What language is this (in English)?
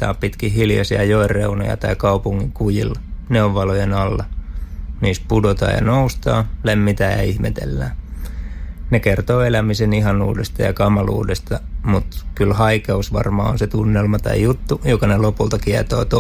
Finnish